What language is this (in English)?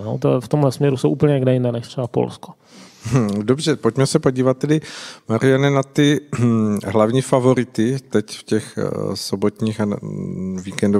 Czech